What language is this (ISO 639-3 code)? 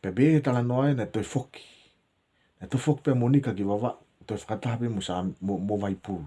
ton